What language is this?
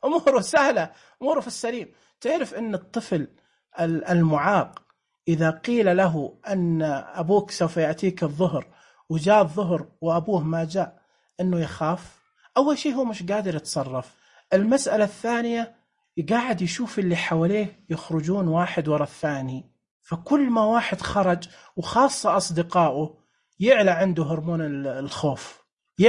Najdi Arabic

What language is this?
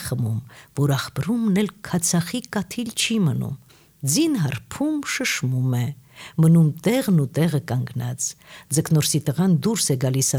Armenian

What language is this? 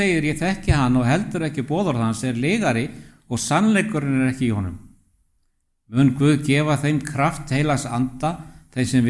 Icelandic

